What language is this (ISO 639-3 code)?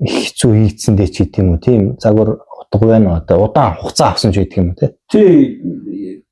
mon